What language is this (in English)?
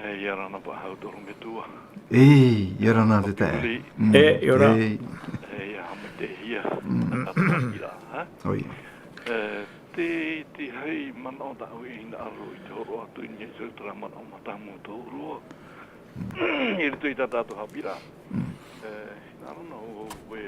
Tahitian